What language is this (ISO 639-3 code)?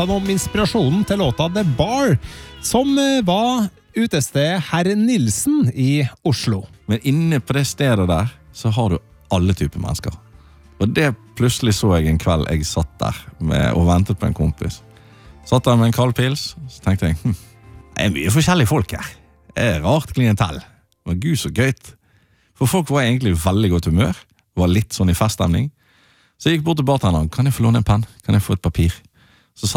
nor